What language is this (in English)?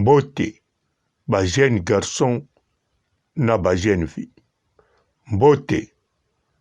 Lingala